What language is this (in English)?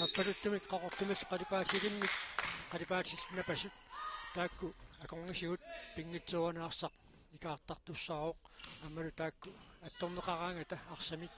Kalaallisut